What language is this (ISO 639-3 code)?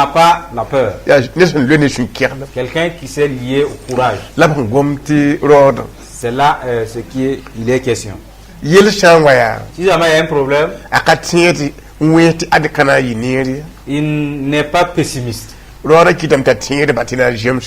mos